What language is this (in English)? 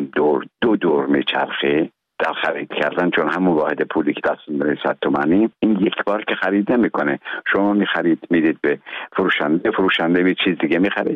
Persian